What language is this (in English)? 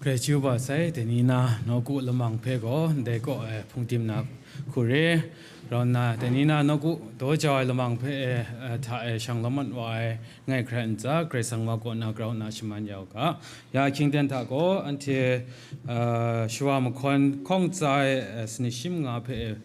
Kachin